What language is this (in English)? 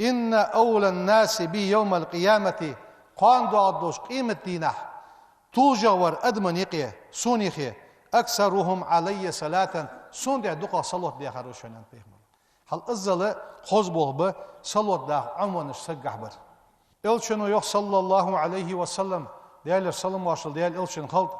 Ingush